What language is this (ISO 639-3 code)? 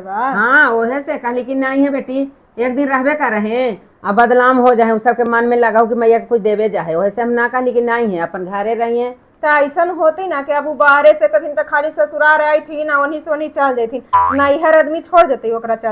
mag